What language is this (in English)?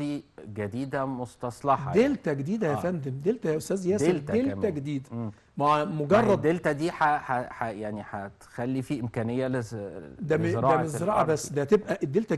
Egyptian Arabic